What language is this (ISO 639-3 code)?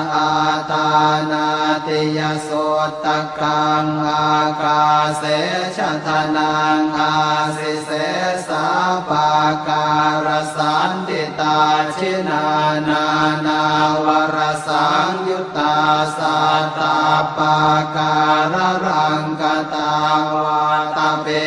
pli